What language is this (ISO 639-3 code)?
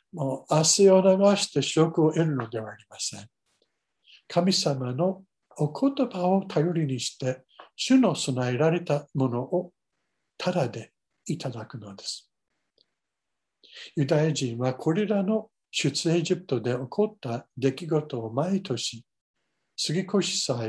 jpn